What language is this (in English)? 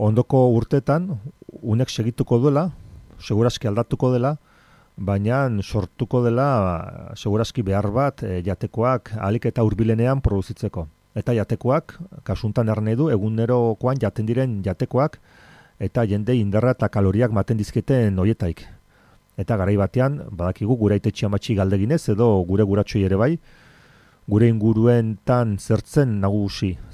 Basque